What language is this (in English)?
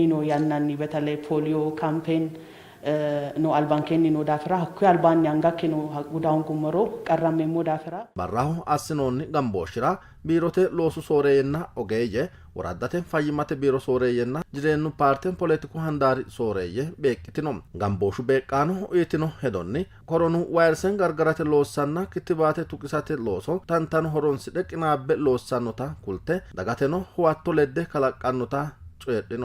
Sidamo